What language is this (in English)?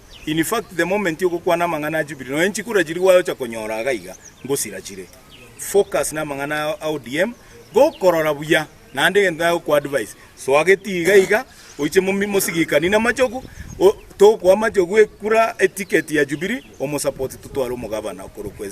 Gusii